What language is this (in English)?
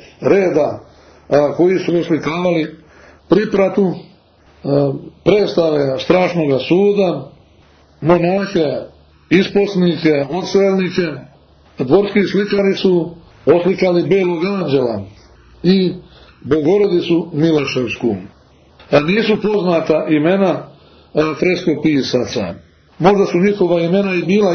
Serbian